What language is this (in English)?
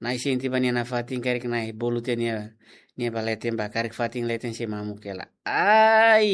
Tetum